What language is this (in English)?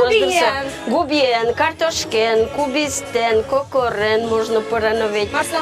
Udmurt